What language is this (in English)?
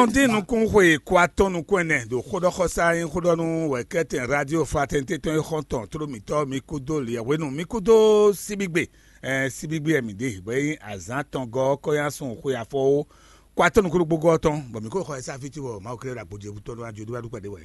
Fon